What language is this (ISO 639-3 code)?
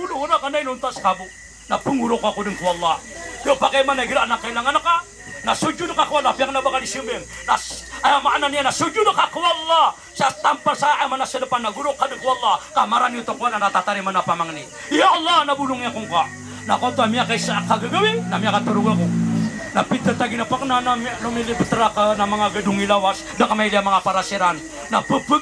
mrw